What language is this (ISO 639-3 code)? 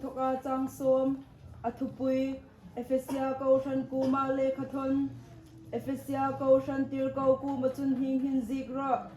hmr